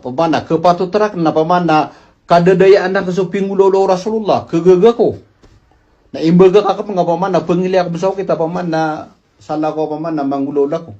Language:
Maranao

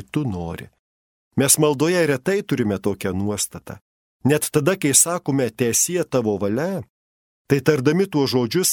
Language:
Lithuanian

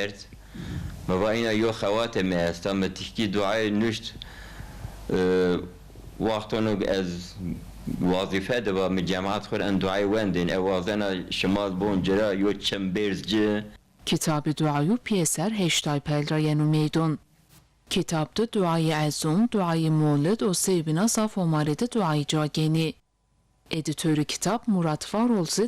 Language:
Zaza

